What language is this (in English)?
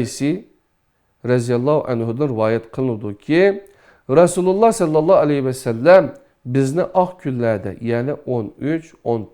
Uyghur